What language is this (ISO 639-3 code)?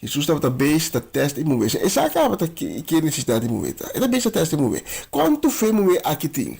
pap